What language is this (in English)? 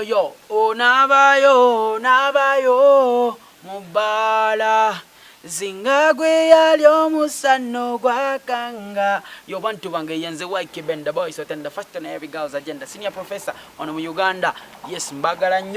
Ganda